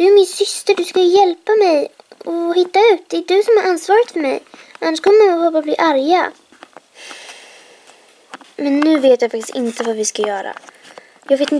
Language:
Swedish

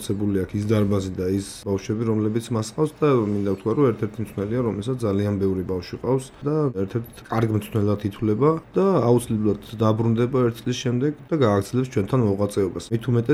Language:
Georgian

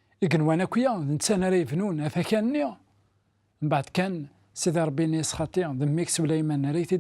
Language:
Kabyle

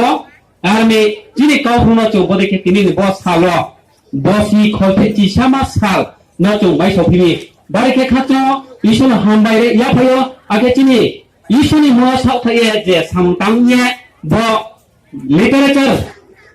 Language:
Riang (India)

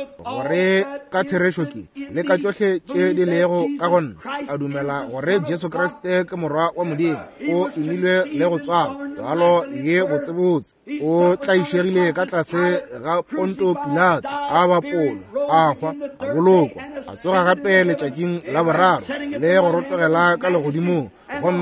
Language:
Northern Sotho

